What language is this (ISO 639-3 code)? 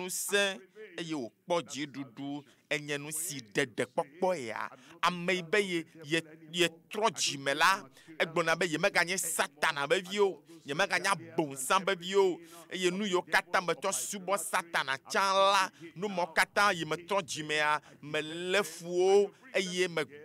ewe